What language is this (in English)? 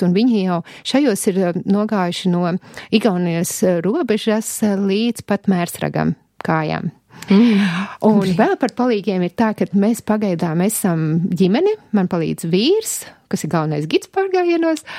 Latvian